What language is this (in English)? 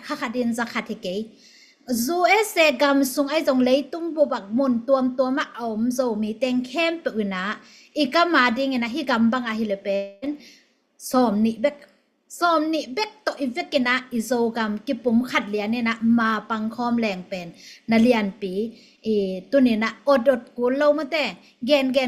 Tedim Chin